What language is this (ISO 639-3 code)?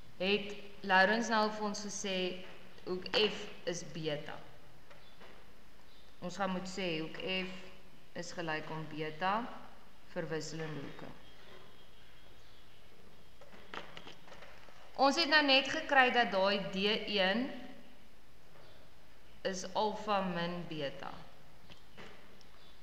afr